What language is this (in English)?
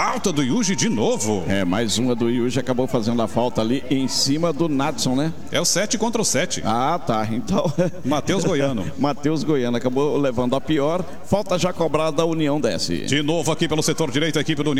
Portuguese